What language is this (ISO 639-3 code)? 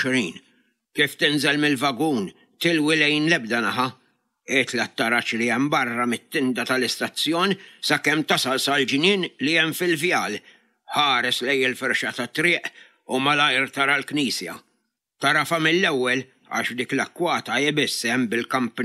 mlt